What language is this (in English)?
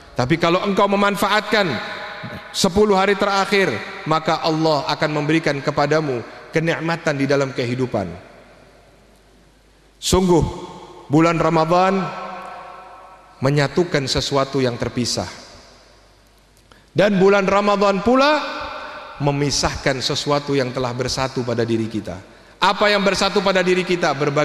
Indonesian